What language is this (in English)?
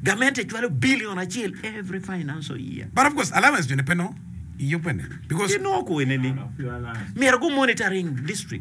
Acoli